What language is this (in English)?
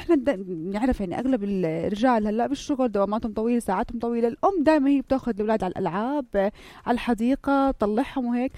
North Levantine Arabic